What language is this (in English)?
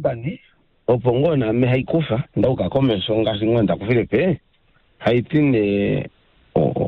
Kuanyama